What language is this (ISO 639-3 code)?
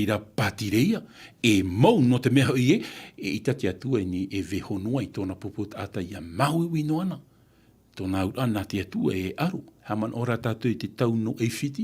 tah